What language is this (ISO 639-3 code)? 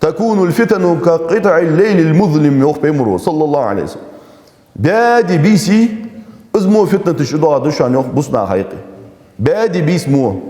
inh